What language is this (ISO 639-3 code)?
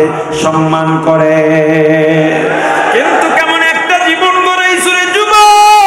ben